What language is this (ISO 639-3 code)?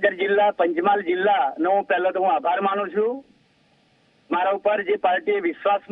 guj